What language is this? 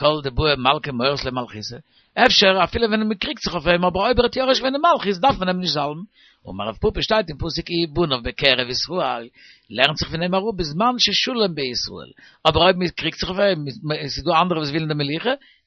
Yiddish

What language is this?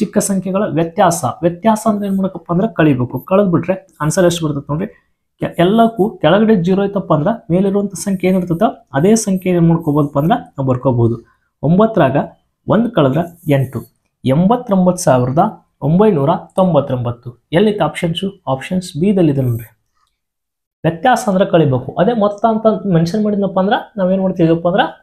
Kannada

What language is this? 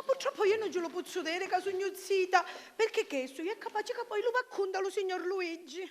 Sicilian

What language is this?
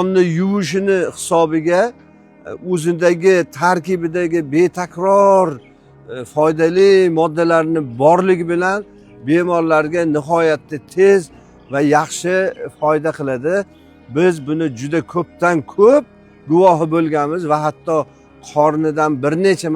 Uzbek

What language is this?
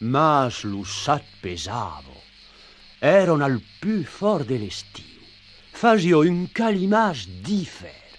Occitan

